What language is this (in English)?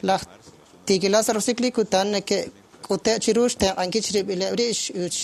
Kekchí